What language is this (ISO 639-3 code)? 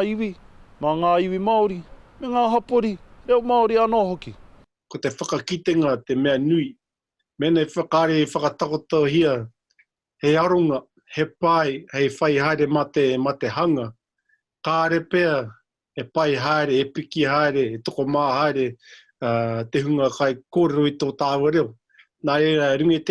mri